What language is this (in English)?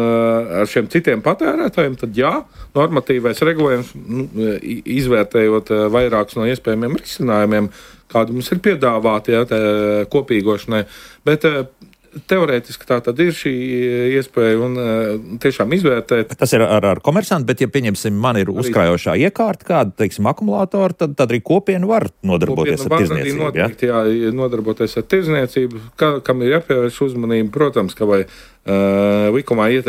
Latvian